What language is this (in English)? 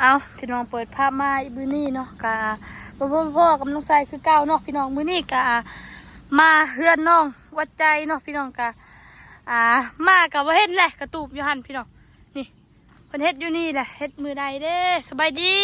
Northeastern Thai